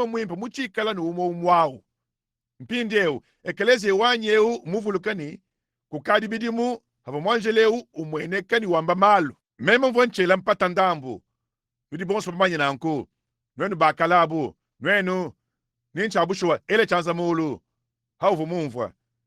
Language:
Luba-Lulua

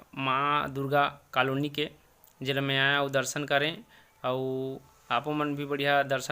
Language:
Chhattisgarhi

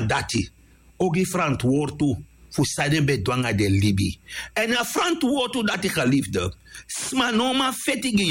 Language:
Sranan Tongo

